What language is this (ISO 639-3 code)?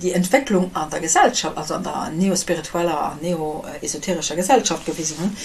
ltz